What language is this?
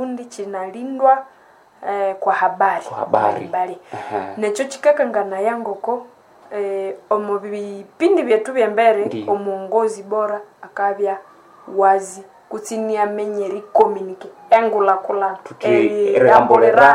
Nande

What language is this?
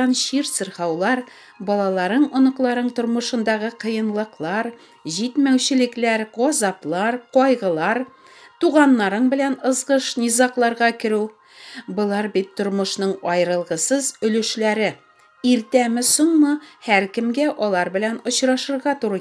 Tatar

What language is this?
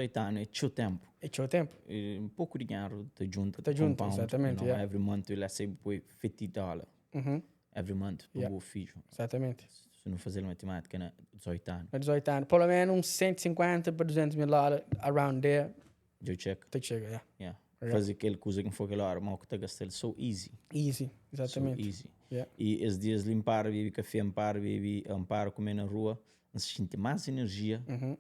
Kabuverdianu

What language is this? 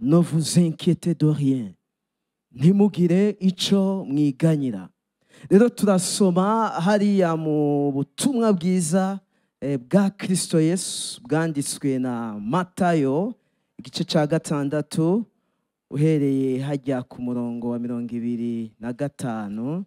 Rundi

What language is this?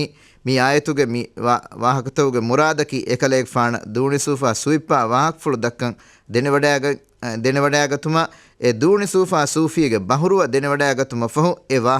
Divehi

